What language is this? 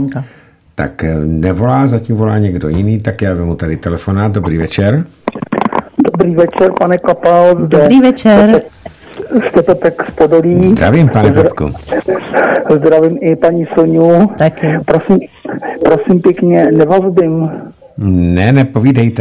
Czech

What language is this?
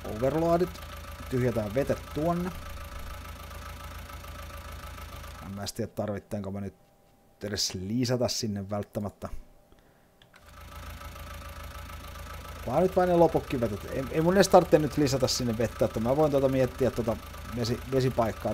Finnish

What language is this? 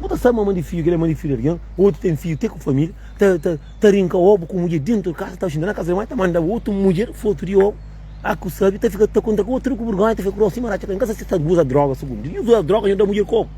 Kabuverdianu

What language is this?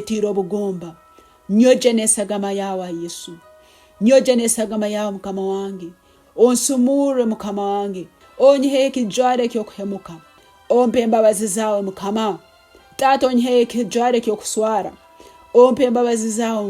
Nyankole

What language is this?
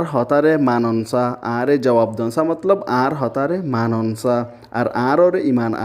Rohingya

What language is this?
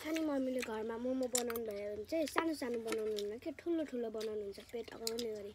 Nepali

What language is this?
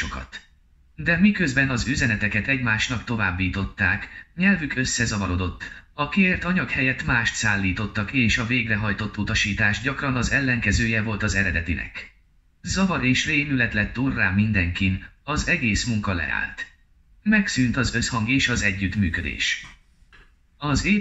Hungarian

